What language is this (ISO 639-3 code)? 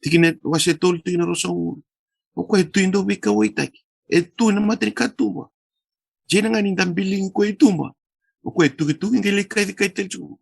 fij